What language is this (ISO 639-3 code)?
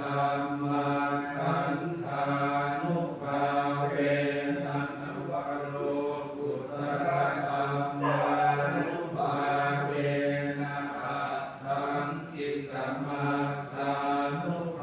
pli